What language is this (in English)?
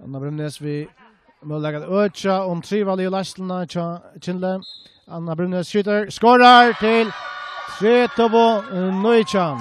Faroese